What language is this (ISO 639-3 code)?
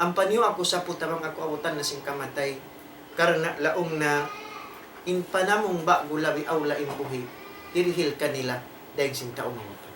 tsg